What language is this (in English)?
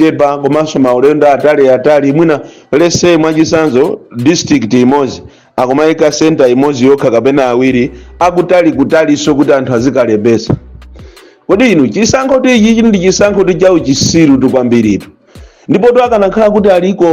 Nyanja